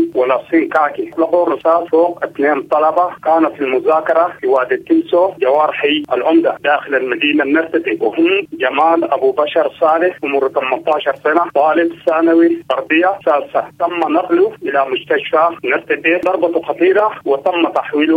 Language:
Sudanese Arabic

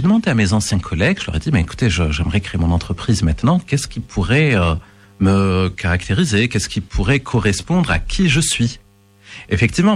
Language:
French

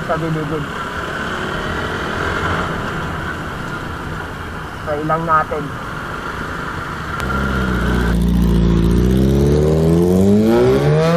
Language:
Filipino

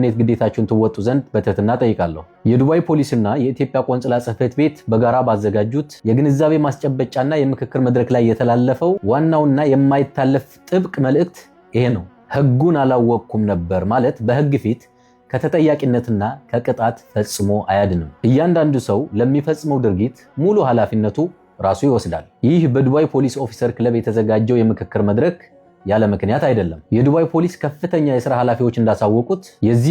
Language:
Amharic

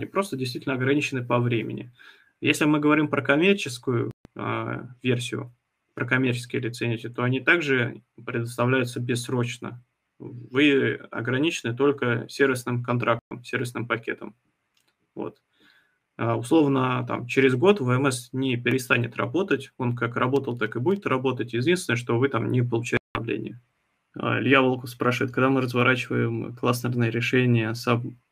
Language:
Russian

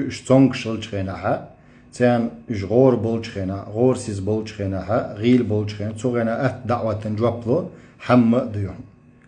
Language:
Chechen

